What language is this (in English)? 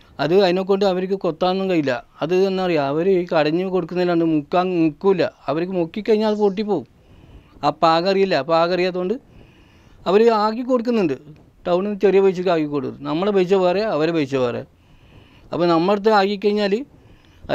Malayalam